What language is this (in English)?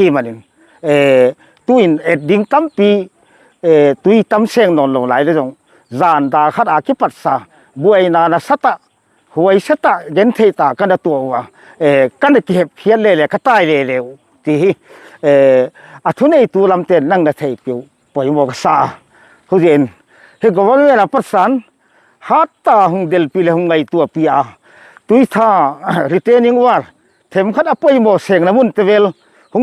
Paite Chin